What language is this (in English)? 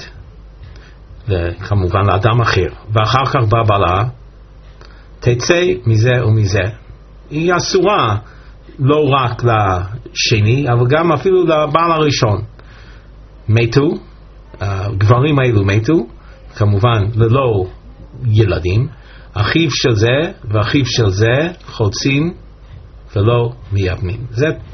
Hebrew